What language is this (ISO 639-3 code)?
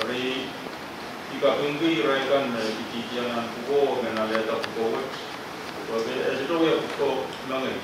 pon